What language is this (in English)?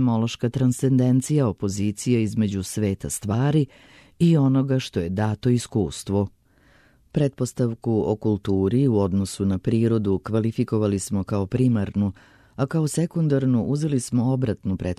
Serbian